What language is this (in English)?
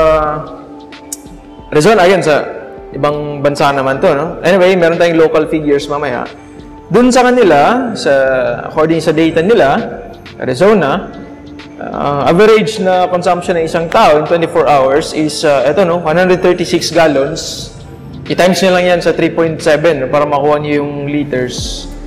Filipino